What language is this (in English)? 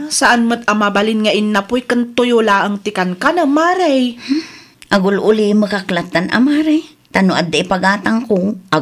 Iloko